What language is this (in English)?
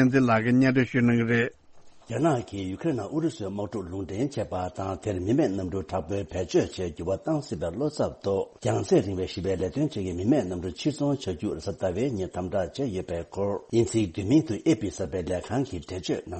Tibetan